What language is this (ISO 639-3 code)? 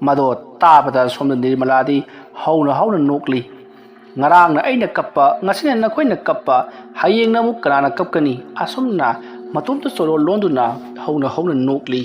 mni